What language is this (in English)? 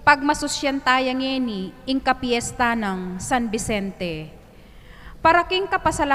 Pampanga